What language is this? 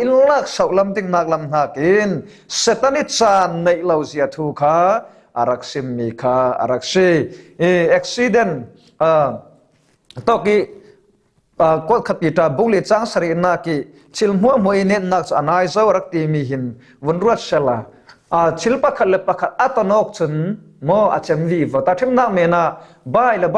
Falam Chin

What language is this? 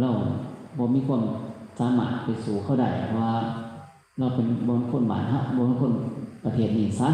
Northeastern Thai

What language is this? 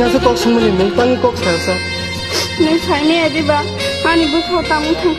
Kok Borok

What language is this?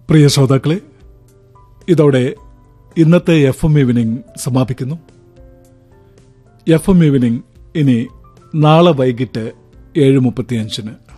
Malayalam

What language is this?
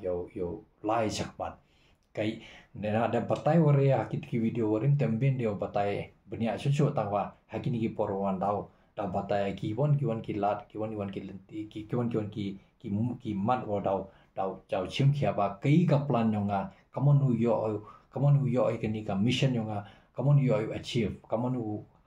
Khasi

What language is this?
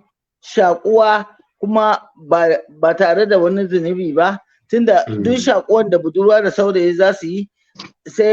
Hausa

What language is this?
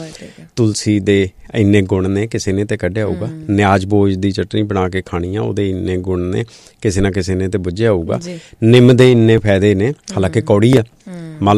Punjabi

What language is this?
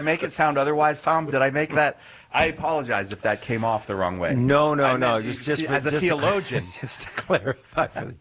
English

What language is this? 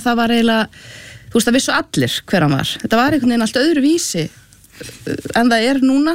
Icelandic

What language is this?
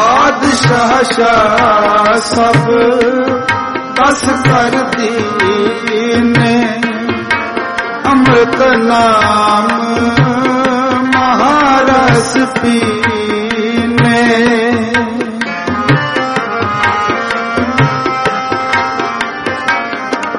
Punjabi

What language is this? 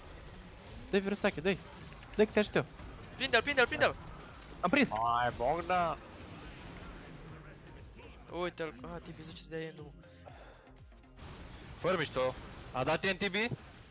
Romanian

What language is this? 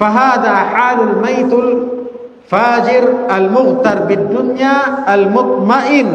Tausug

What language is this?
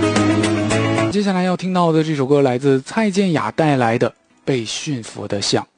Chinese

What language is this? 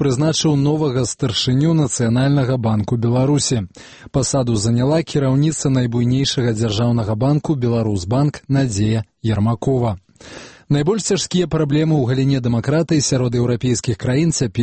Belarusian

